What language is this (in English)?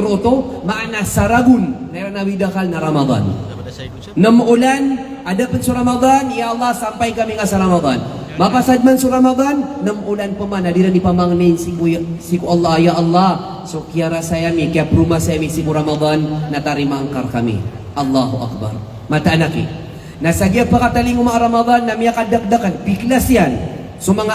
Maranao